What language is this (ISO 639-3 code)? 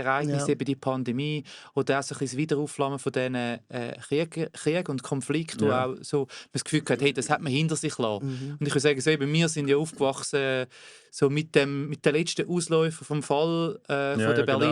gsw